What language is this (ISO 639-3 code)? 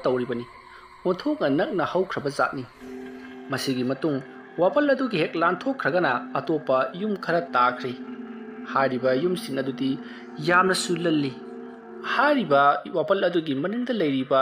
mni